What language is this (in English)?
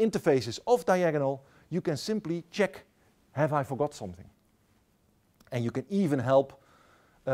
English